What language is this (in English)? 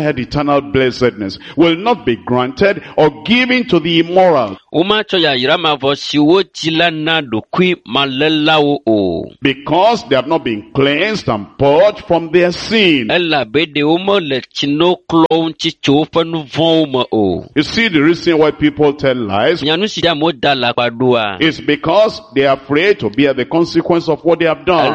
Ewe